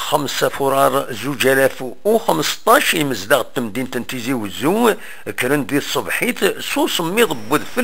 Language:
Kabyle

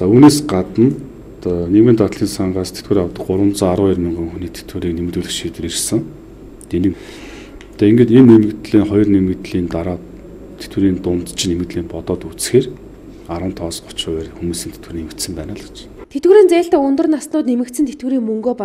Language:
Mongolian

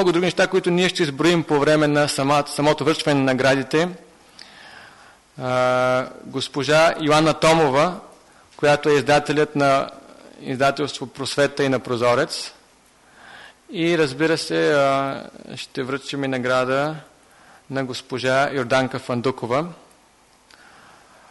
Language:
Bulgarian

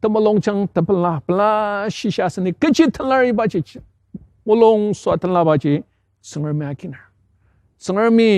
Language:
Ao Naga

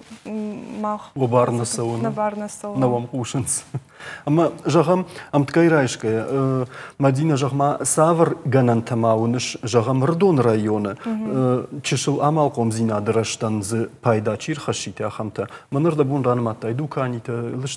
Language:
Ossetic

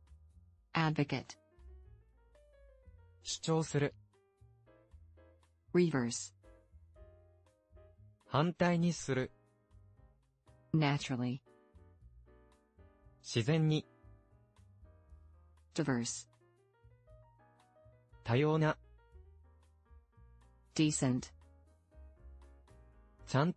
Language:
Japanese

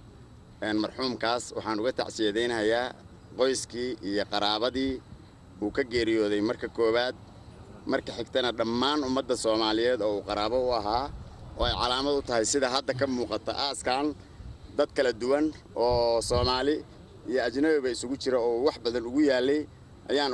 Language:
Somali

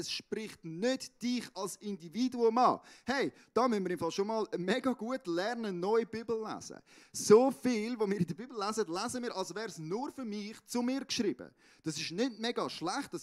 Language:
Swiss German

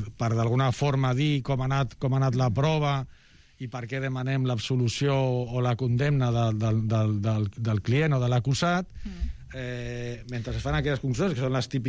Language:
Catalan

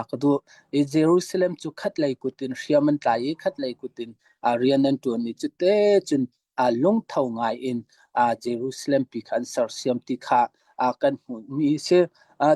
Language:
Hakha Chin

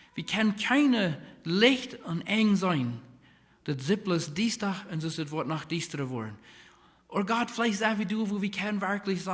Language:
Plautdietsch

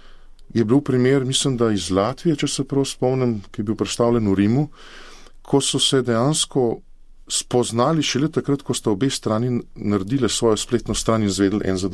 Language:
Slovenian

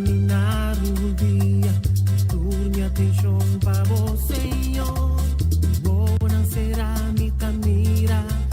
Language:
Papiamento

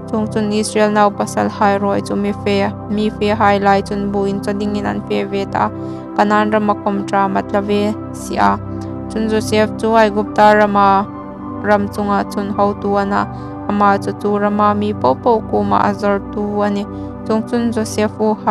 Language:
Hmar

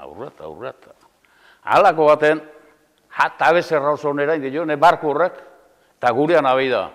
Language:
Basque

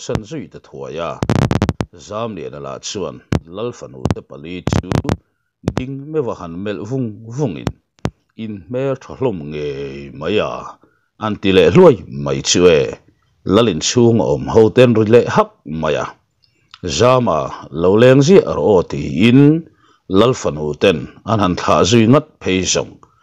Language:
Mizo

